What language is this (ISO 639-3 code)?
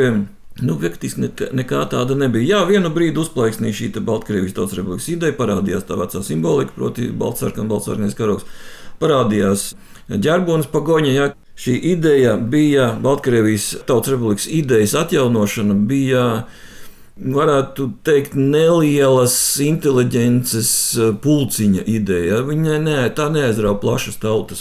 lav